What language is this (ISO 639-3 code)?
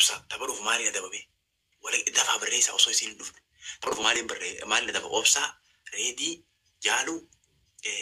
orm